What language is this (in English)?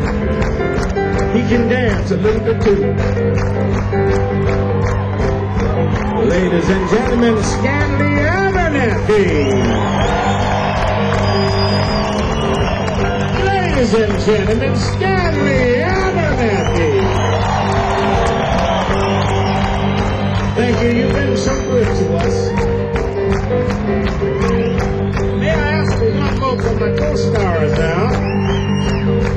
English